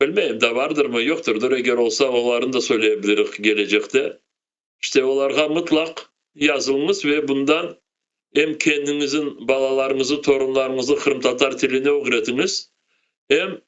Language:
Crimean Tatar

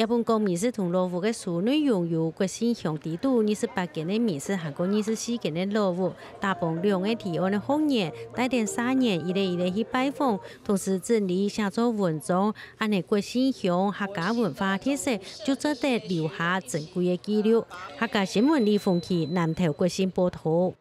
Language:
Hakka Chinese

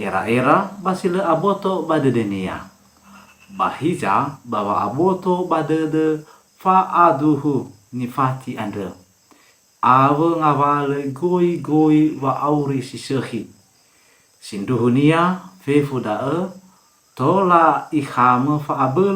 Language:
Nias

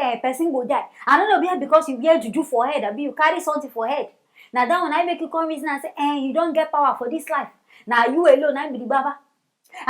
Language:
Nigerian Pidgin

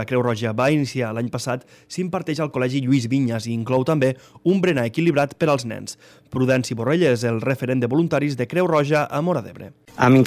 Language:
Catalan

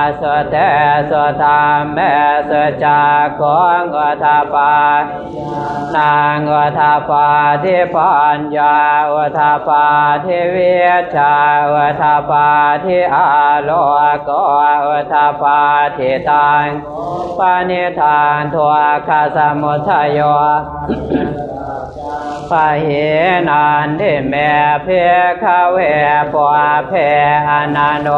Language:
Pali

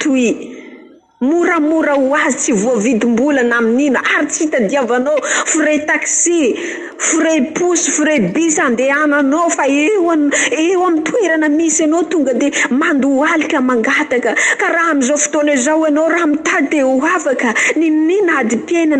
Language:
Malagasy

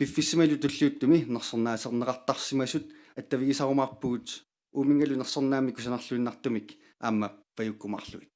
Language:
Kalaallisut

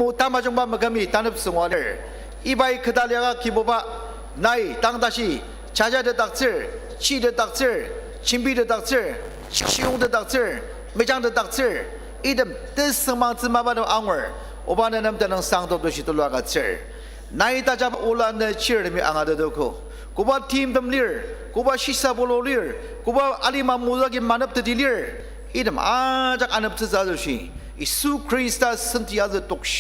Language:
Ao Naga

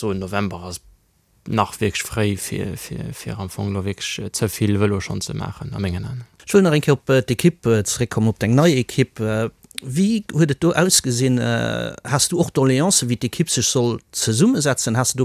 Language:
Luxembourgish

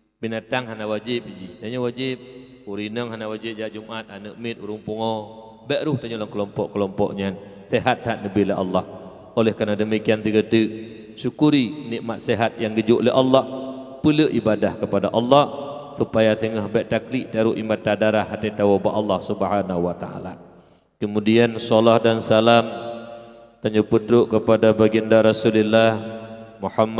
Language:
Achinese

